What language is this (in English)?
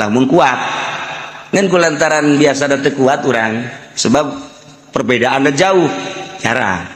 Sundanese